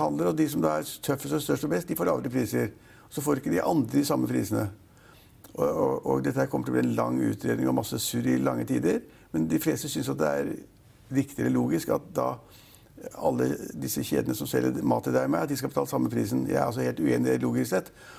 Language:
Norwegian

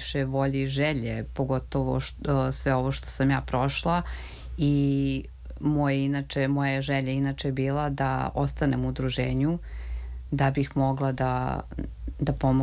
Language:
Serbian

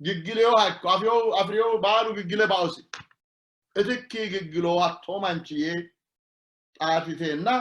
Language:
Sidamo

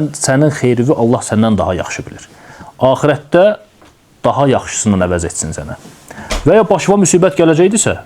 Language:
Azerbaijani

